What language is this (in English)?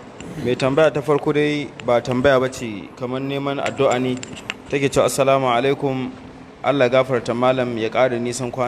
Hausa